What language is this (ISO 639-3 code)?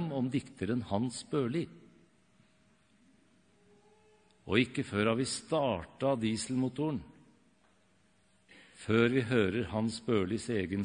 nor